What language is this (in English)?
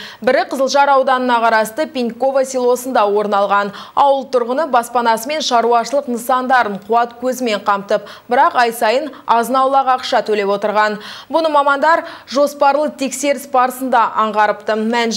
Kazakh